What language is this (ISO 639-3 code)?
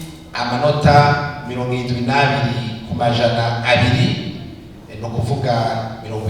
run